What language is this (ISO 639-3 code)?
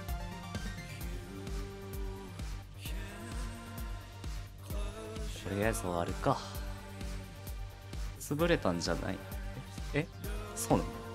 jpn